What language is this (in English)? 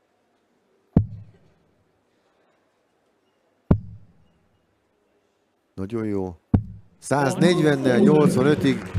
Hungarian